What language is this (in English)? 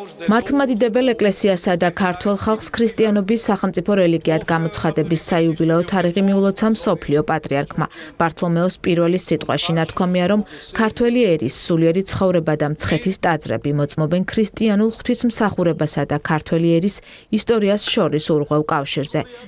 Georgian